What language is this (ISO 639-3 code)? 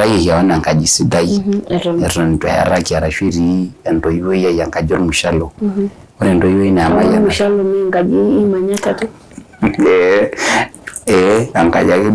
mas